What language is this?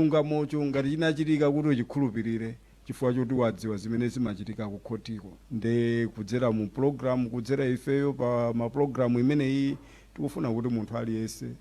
Nyanja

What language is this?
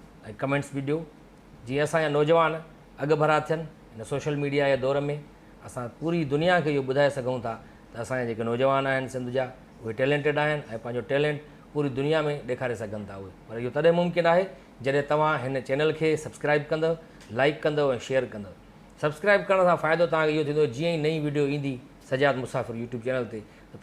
Sindhi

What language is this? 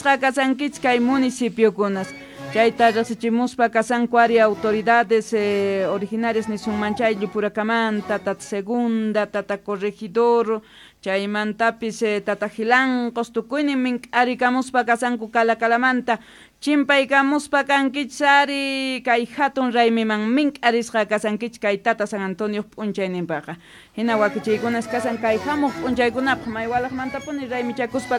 Quechua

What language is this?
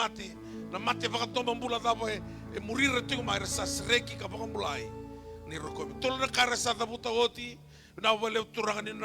Fijian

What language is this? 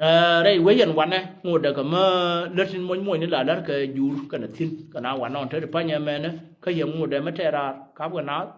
Nuer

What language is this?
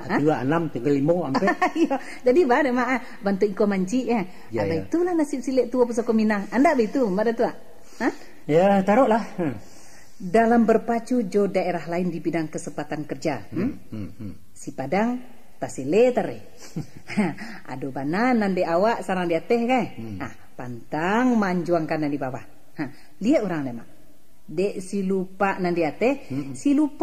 Minangkabau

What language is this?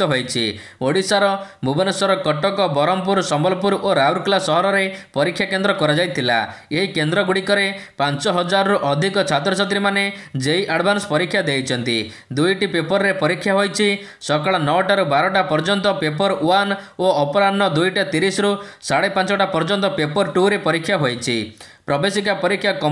Odia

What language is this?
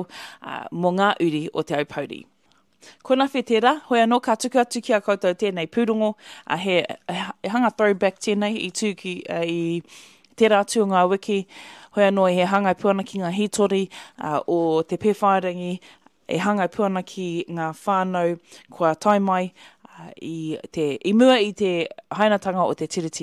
Māori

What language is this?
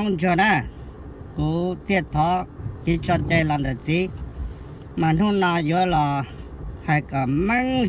Hmong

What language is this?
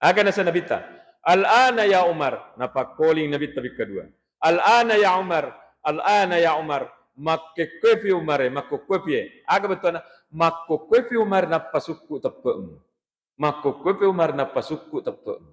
Buginese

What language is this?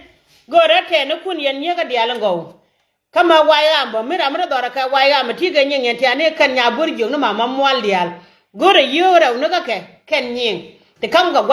Nuer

